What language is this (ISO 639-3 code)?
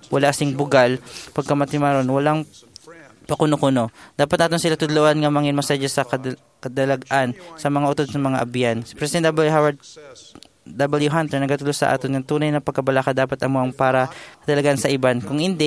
hil